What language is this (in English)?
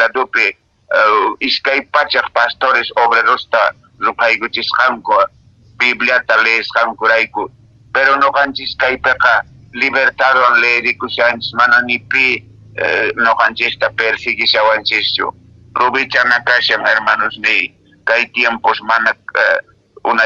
Quechua